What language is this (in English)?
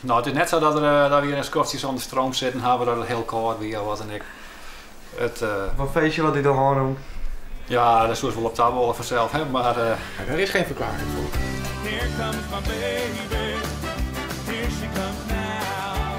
Western Frisian